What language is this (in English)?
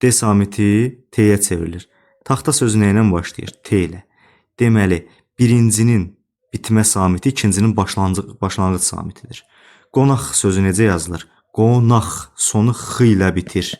Azerbaijani